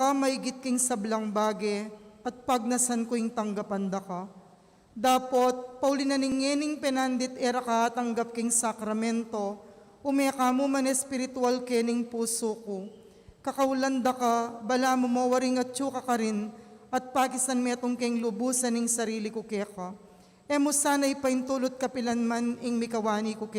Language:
Pampanga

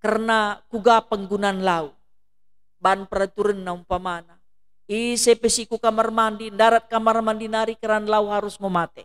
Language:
Batak Karo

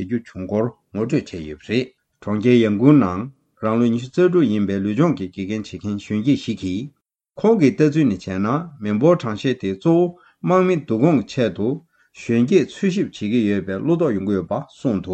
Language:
Tibetan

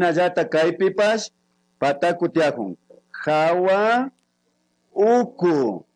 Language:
Imbabura Highland Quichua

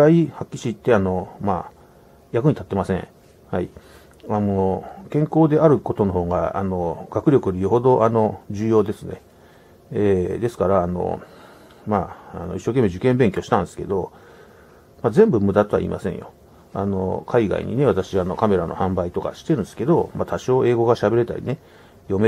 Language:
Japanese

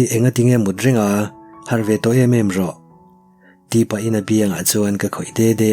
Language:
Mizo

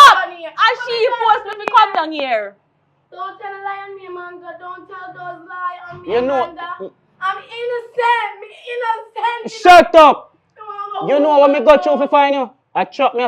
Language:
Jamaican Creole English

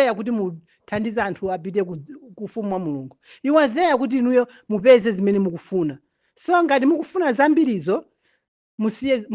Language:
Nyanja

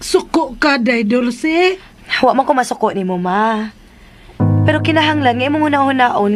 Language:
Cebuano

